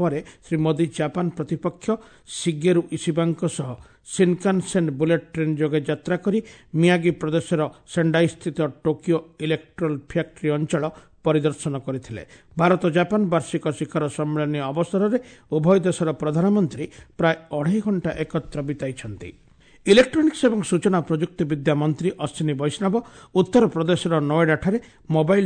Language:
Odia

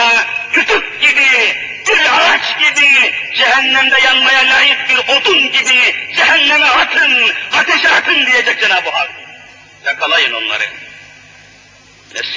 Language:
Turkish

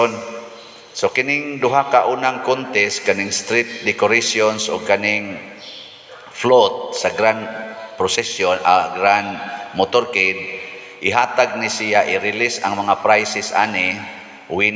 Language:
Cebuano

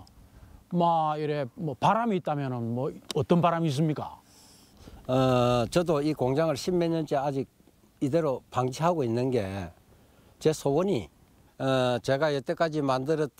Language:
Korean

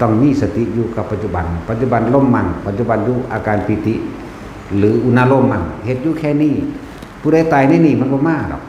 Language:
Northeastern Thai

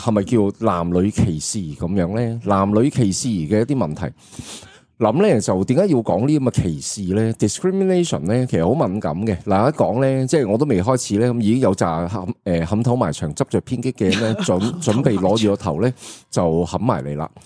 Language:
Cantonese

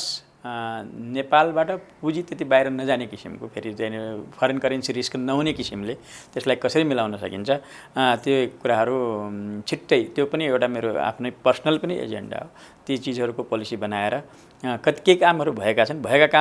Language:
Nepali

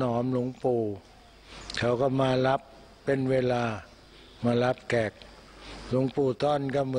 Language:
Thai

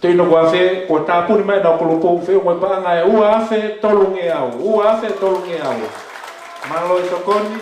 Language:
Tongan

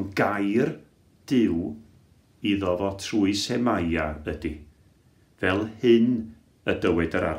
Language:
Welsh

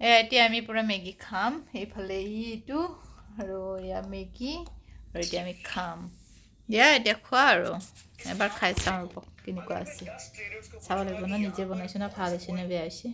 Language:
Assamese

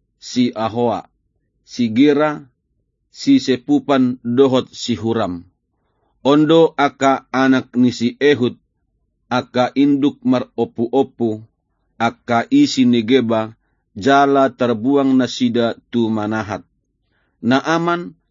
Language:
Batak Toba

